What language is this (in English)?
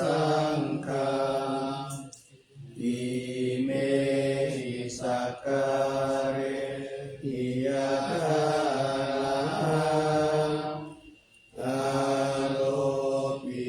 Pali